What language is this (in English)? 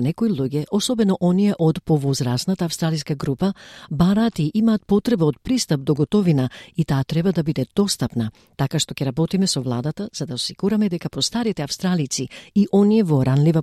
Macedonian